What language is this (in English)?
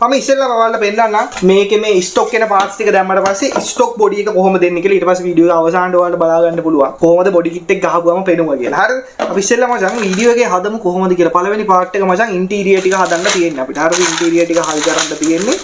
Sinhala